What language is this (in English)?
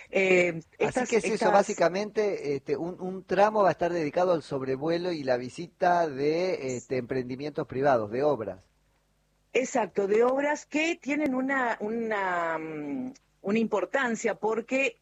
Spanish